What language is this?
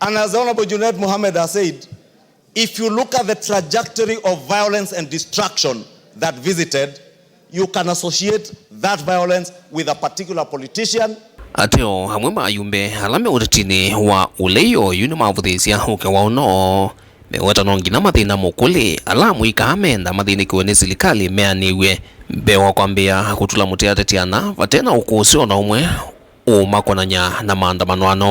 Kamba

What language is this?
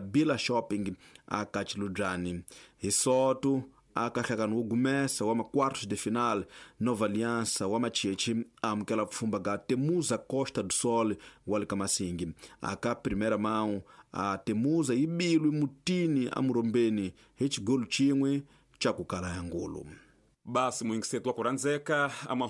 Tsonga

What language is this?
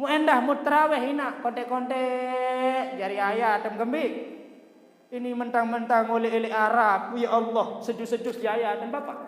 Sasak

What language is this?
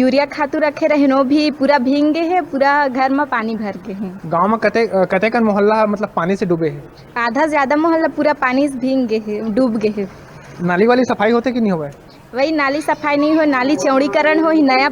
Chhattisgarhi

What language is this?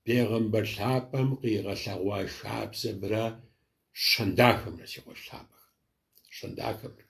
Kabardian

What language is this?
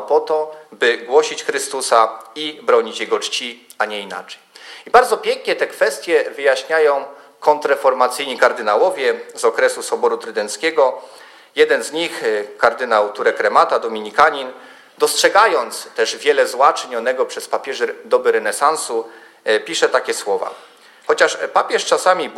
Polish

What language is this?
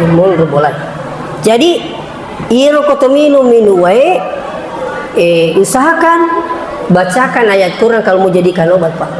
Buginese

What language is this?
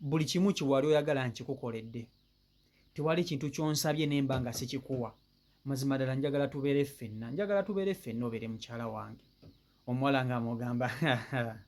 Ganda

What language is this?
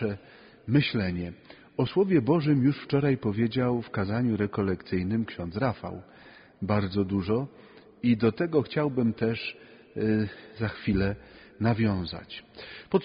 Polish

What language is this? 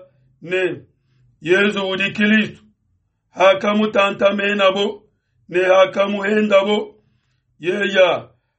Luba-Lulua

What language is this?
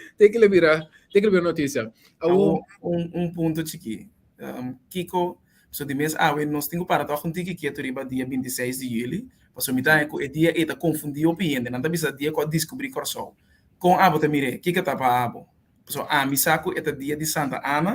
Papiamento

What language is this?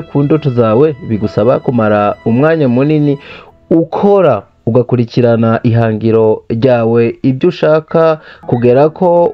Rundi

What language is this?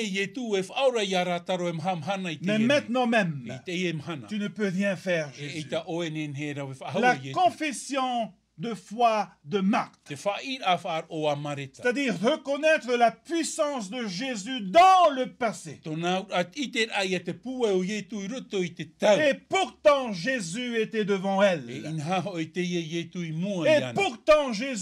Tahitian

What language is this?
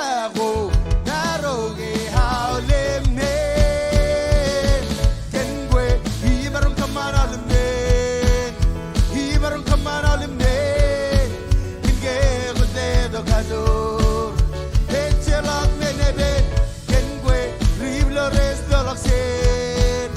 Marshallese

